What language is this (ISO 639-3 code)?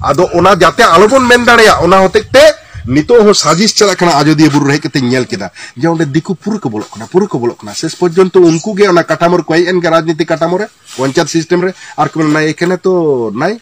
sat